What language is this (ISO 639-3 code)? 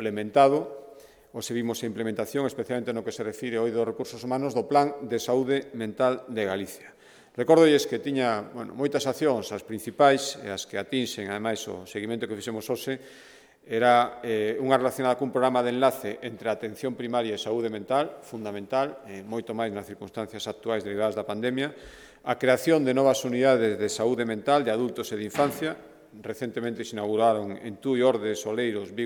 glg